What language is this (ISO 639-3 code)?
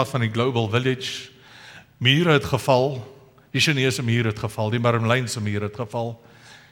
afr